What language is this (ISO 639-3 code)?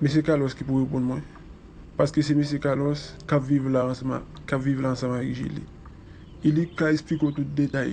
hat